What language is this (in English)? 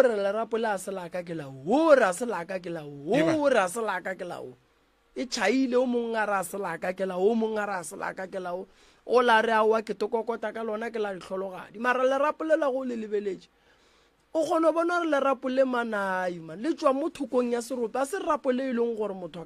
Northern Sotho